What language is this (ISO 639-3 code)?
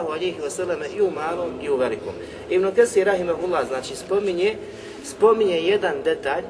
bos